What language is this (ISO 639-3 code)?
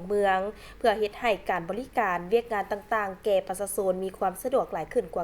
lao